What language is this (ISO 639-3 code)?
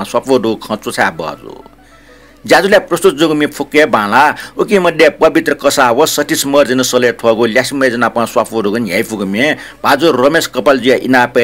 new